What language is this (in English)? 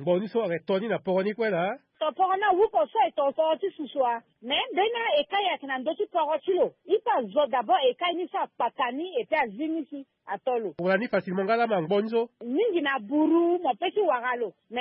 Sango